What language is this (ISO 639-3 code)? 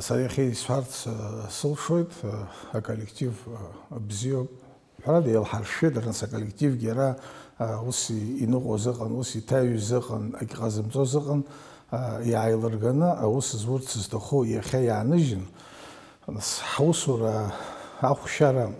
abk